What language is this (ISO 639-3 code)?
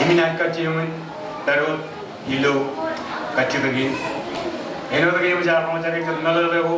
mah